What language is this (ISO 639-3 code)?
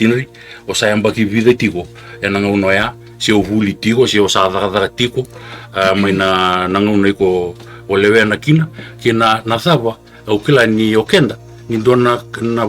fij